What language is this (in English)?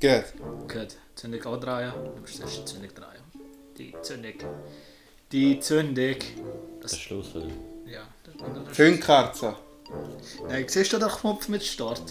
Swiss German